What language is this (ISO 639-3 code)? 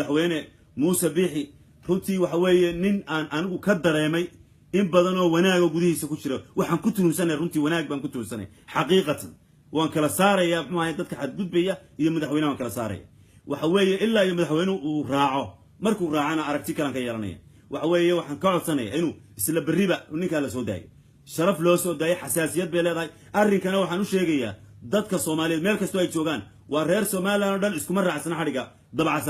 som